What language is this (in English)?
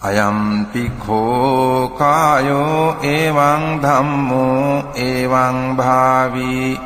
Pali